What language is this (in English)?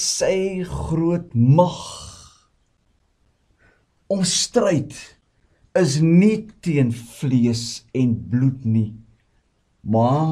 Afrikaans